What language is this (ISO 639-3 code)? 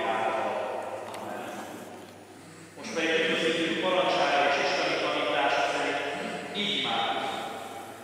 hun